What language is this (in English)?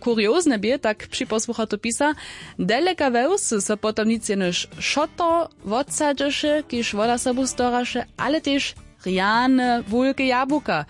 Upper Sorbian